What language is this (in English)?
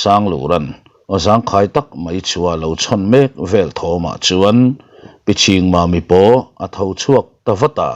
Mizo